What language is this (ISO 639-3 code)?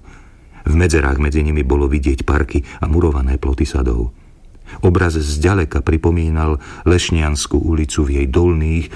slk